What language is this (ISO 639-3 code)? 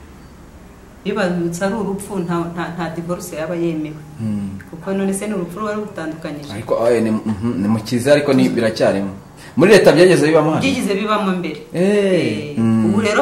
kin